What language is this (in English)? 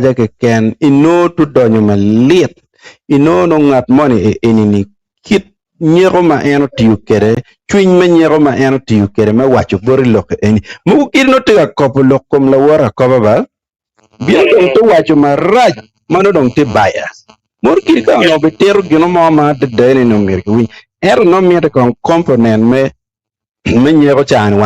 Acoli